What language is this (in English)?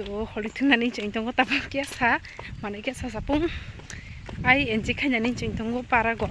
Kok Borok